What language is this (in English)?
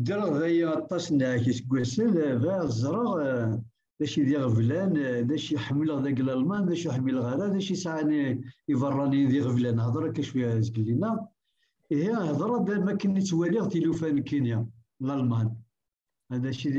Kabyle